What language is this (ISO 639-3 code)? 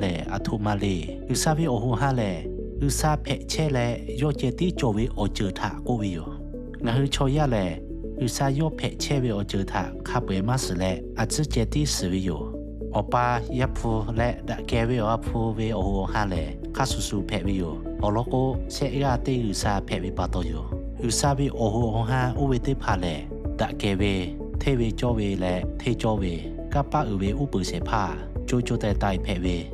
lhu